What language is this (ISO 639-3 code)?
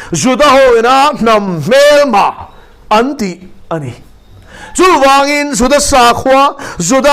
lus